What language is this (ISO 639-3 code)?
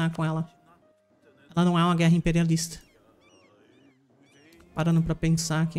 por